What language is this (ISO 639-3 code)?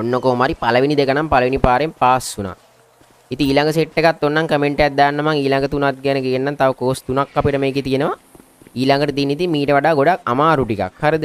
sin